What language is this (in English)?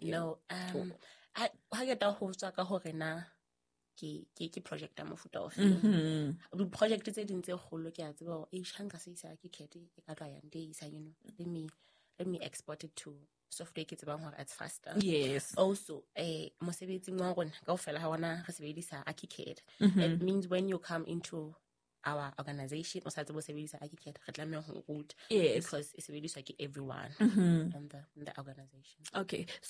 Southern Sotho